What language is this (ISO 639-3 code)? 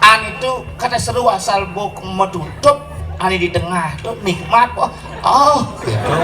ban